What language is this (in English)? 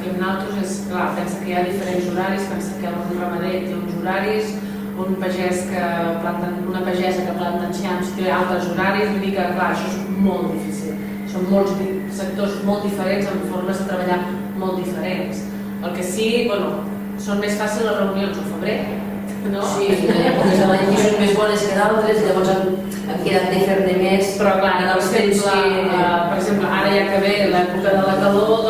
Catalan